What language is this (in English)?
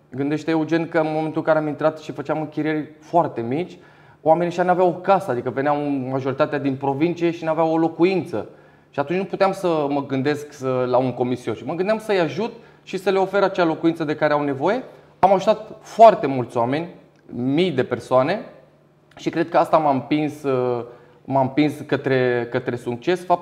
Romanian